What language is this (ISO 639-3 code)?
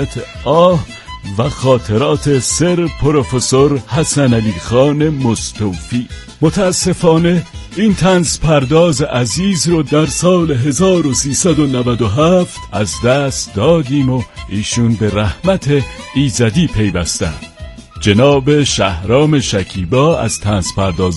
fas